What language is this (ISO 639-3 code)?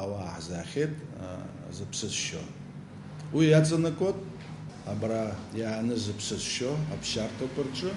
abk